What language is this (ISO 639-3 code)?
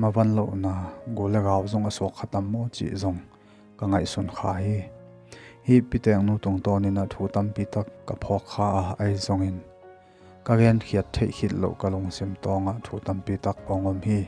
ctd